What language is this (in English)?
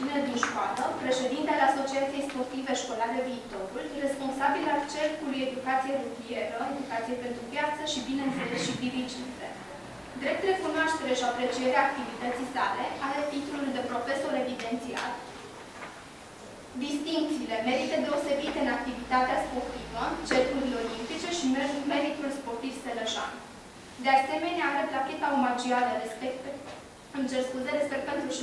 Romanian